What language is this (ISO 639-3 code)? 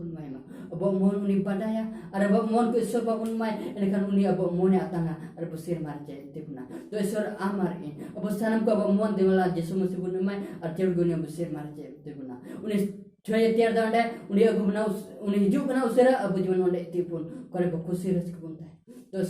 sat